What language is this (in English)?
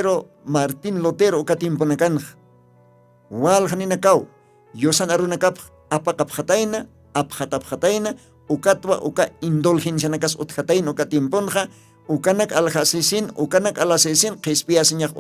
Aymara